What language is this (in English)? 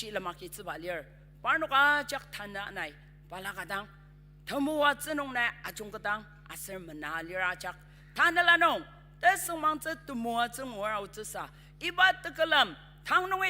Ao Naga